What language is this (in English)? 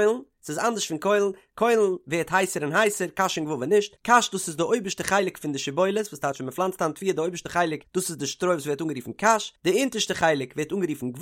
Yiddish